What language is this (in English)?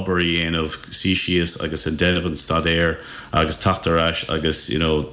Irish